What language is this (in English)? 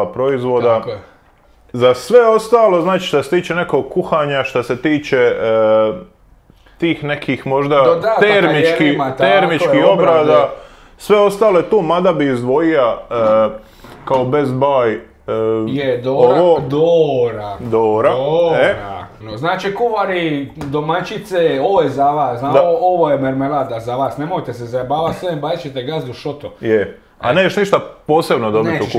Croatian